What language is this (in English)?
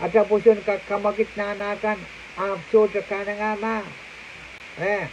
Pohnpeian